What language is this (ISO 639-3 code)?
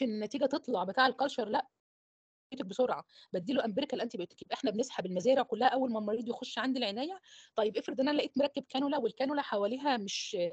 arz